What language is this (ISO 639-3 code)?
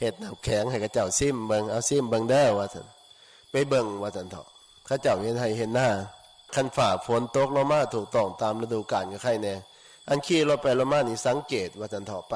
tts